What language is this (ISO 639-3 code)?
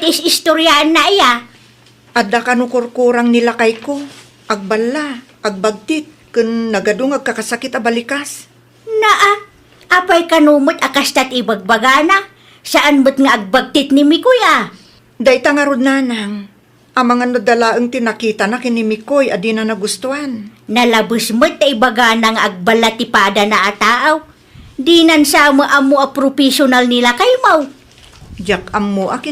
ilo